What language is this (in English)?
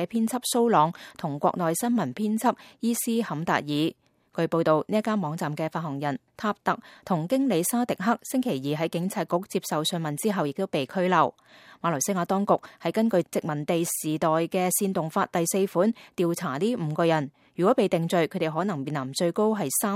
Cantonese